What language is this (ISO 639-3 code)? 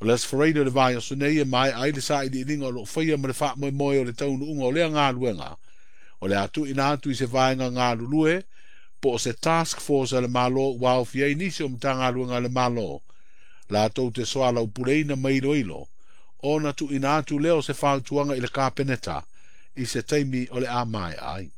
smo